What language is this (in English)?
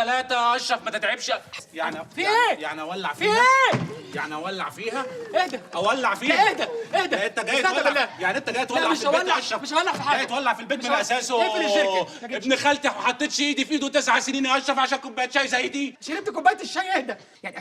Egyptian Arabic